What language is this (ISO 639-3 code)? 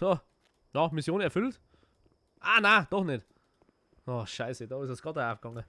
bar